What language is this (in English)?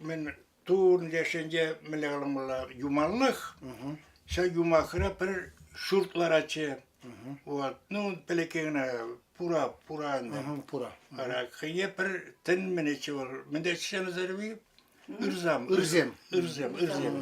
Chuvash